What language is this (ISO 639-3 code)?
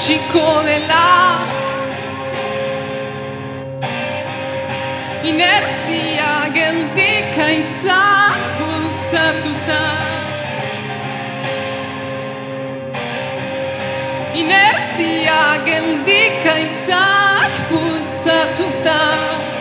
eus